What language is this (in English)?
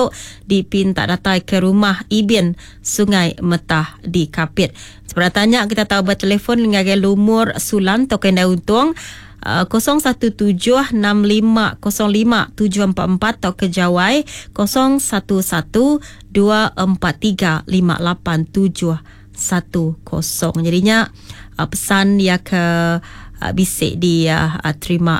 Iban